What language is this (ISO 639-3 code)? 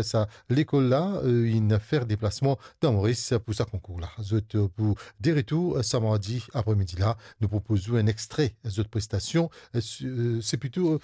mfe